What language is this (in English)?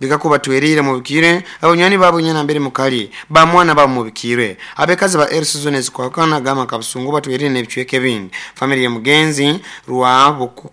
Nyoro